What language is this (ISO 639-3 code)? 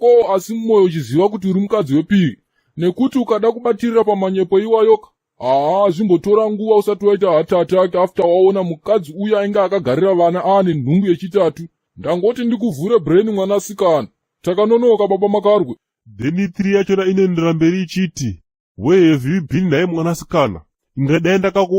sna